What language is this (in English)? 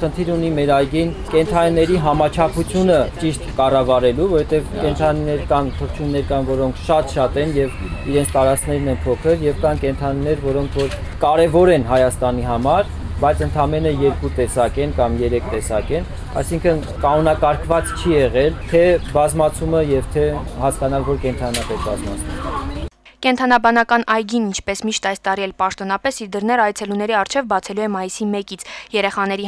Armenian